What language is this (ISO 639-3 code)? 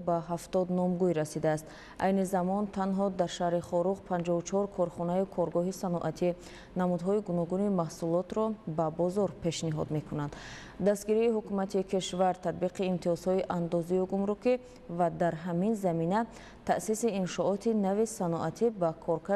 tgk